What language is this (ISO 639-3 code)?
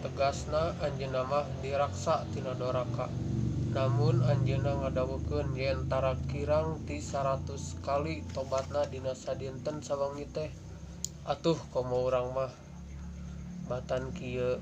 sun